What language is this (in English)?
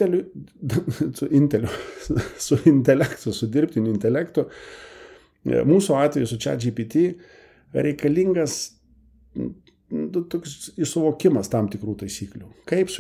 Lithuanian